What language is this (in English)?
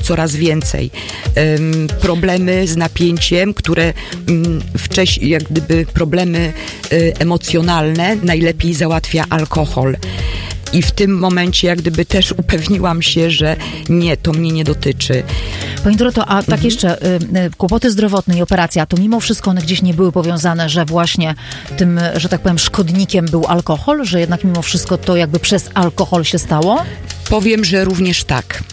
Polish